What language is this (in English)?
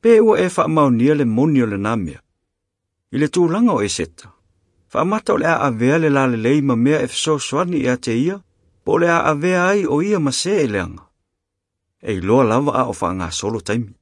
Samoan